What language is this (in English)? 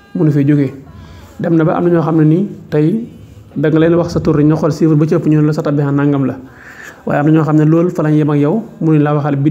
Wolof